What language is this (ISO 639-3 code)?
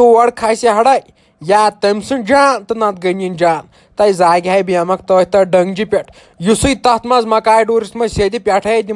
kas